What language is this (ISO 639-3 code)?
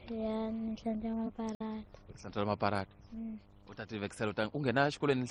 tso